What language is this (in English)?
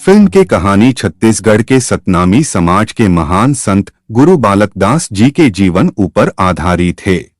Chhattisgarhi